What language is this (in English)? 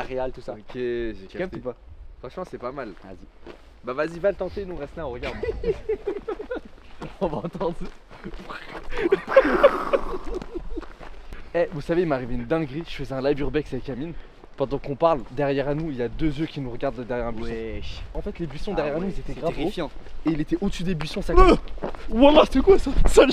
French